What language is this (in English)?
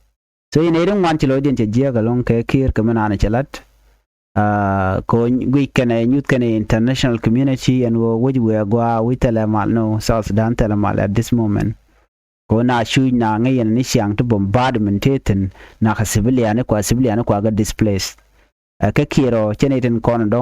Nuer